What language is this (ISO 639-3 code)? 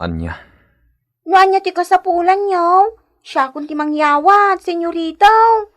ilo